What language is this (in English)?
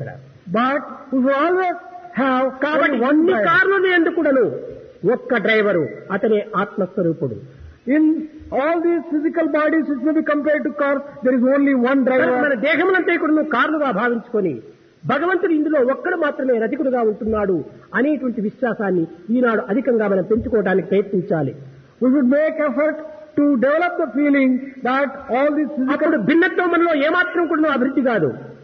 Telugu